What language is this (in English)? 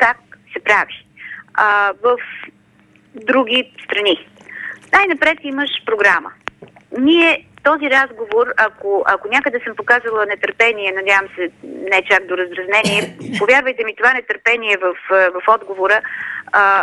Bulgarian